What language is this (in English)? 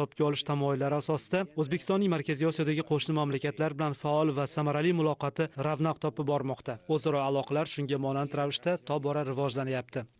Uzbek